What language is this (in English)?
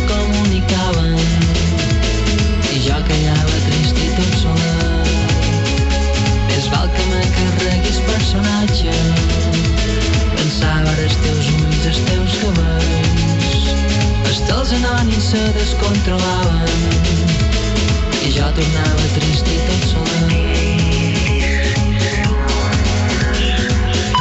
Catalan